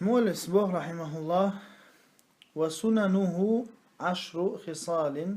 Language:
Chechen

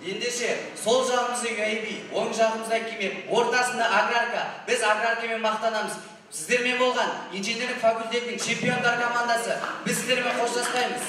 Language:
Kyrgyz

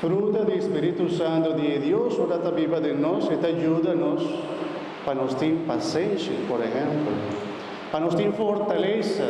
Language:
Papiamento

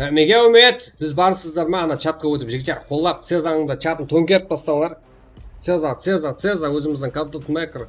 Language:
Kara-Kalpak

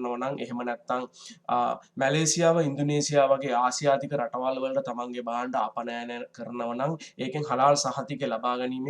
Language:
Sinhala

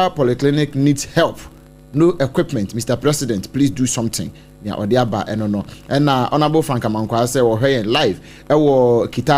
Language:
Akan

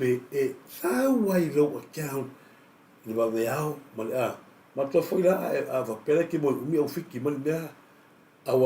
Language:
Samoan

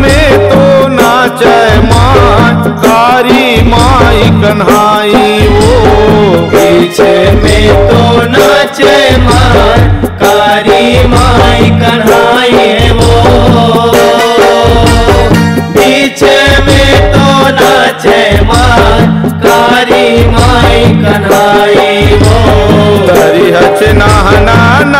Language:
Chhattisgarhi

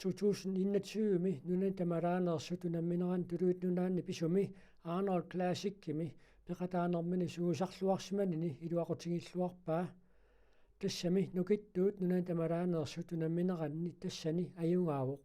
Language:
Kalaallisut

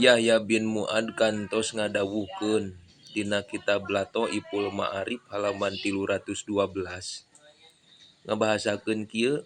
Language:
Sundanese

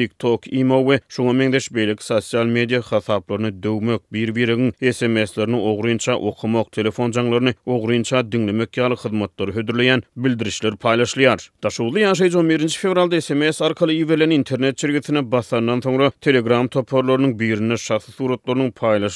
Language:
Turkmen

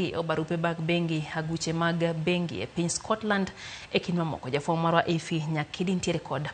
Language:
Luo (Kenya and Tanzania)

